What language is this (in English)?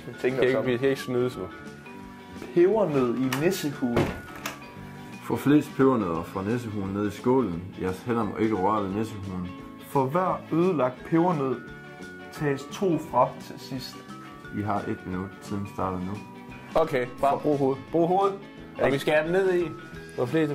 Danish